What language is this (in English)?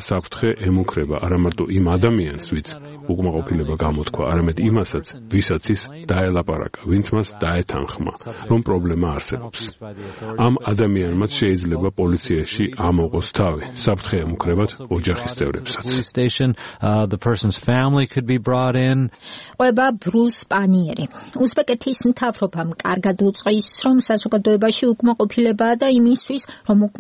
Georgian